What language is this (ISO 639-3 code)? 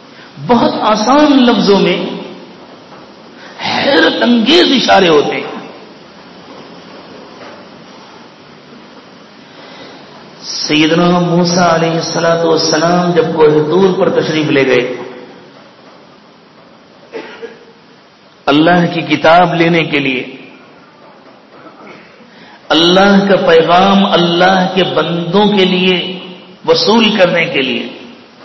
urd